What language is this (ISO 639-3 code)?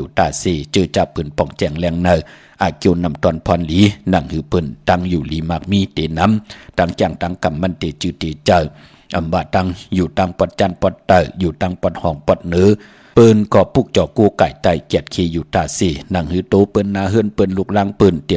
shn